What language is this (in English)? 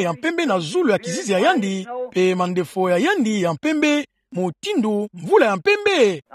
Kituba (Democratic Republic of Congo)